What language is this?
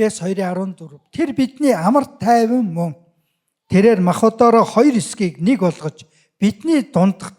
Mongolian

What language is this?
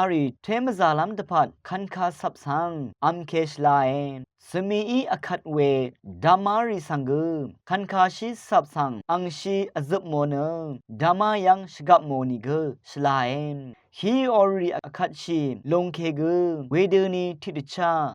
Rawang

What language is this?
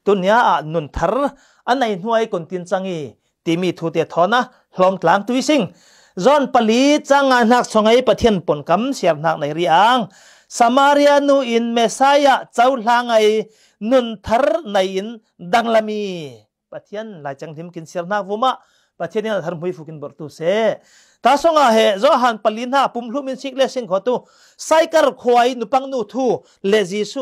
Falam Chin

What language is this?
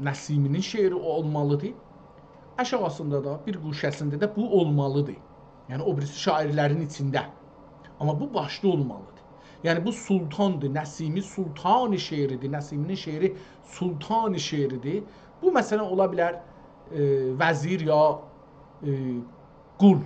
South Azerbaijani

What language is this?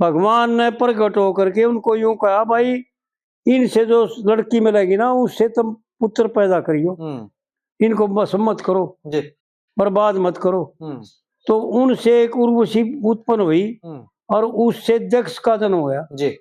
Haryanvi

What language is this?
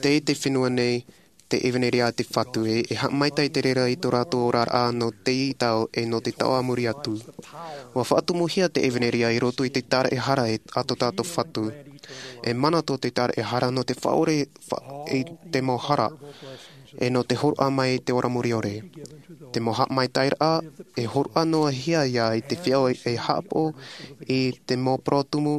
Tahitian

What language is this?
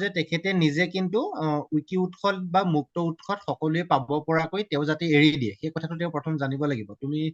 Assamese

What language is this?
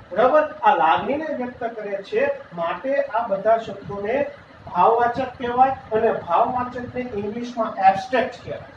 Gujarati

